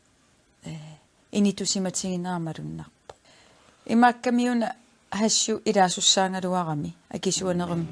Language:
Kalaallisut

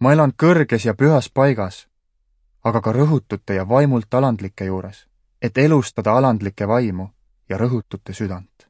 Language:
Estonian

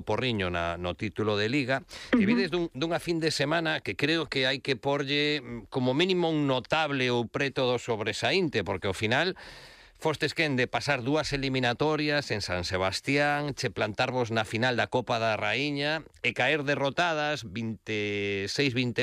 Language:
Galician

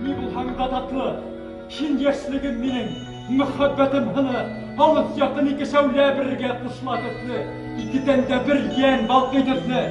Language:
Bashkir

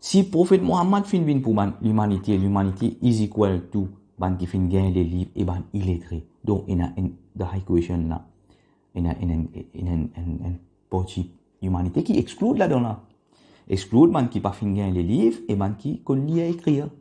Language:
Morisyen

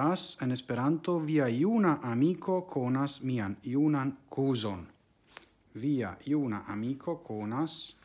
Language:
Esperanto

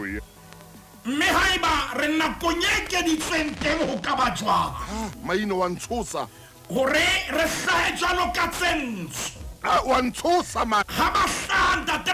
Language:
Southern Sotho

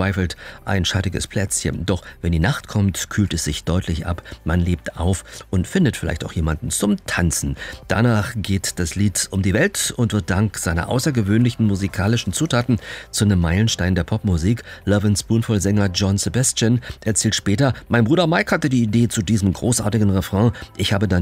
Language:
German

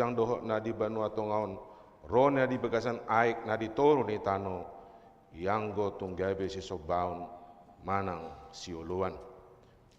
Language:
Batak Toba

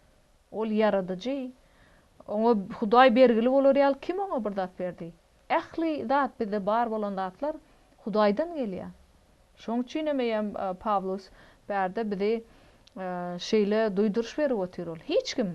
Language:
Turkmen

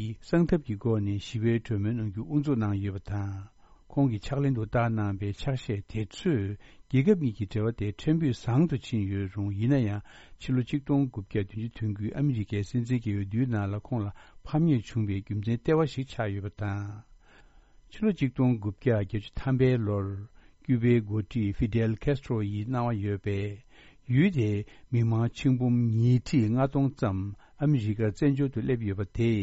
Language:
Tibetan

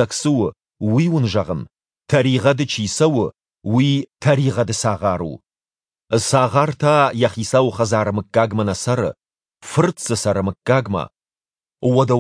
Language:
Ossetic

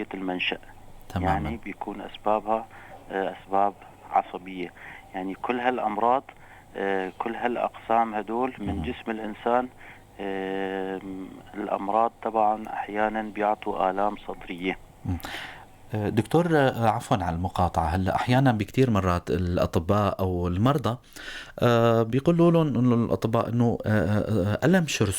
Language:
North Levantine Arabic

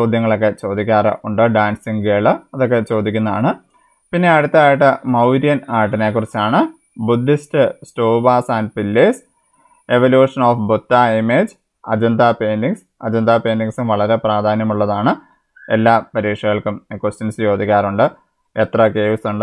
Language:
Malayalam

